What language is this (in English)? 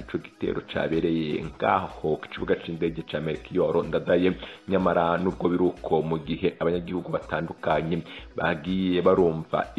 Rundi